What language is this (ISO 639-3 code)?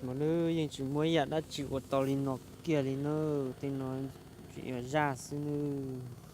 hmn